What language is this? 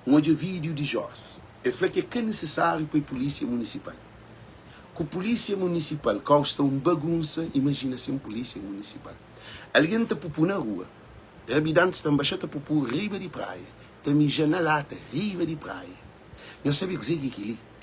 Kabuverdianu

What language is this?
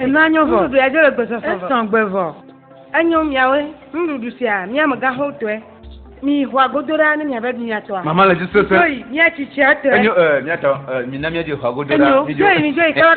Ewe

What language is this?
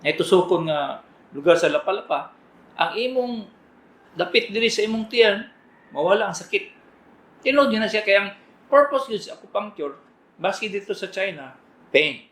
Cebuano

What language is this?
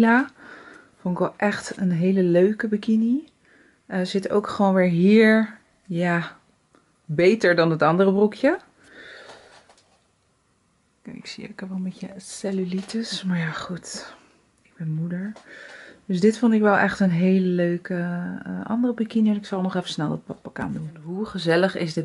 Dutch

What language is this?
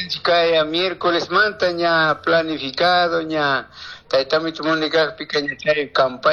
Chimborazo Highland Quichua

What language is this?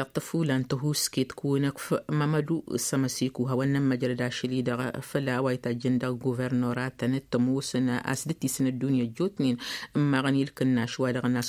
Tamasheq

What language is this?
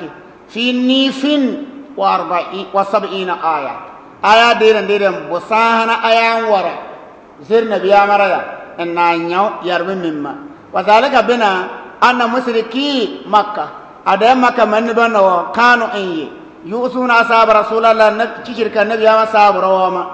Bissa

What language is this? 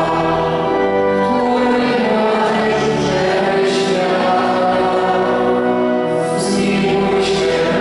Polish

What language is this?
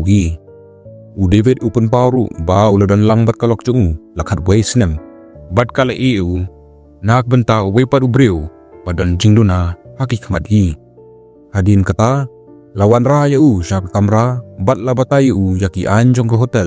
Khasi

